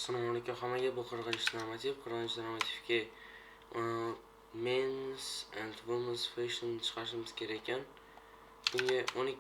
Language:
Uzbek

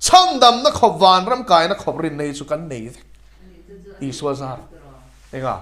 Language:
Mizo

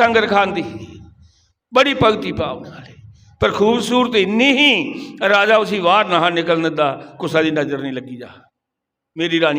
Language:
Dogri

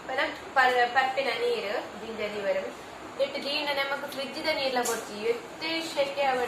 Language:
Tulu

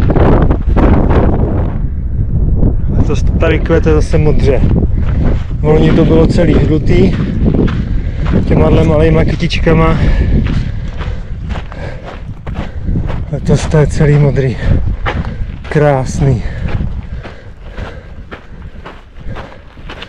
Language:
Czech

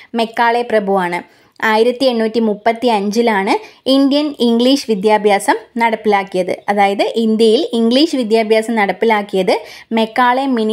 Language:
Malayalam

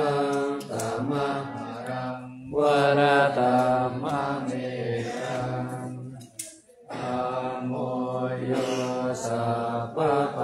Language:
Pali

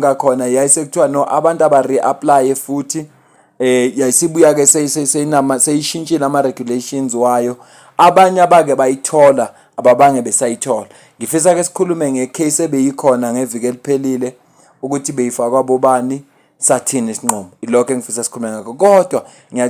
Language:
Zulu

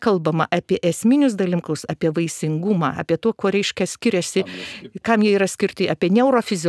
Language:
Lithuanian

